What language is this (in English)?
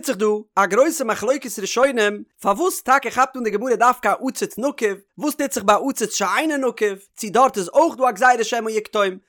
Yiddish